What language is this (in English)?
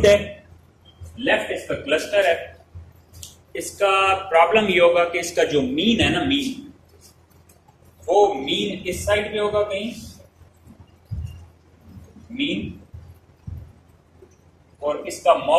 Hindi